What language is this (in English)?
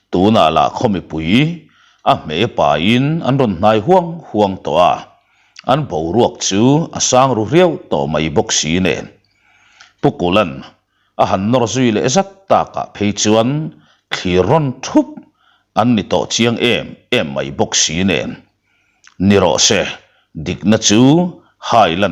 Mizo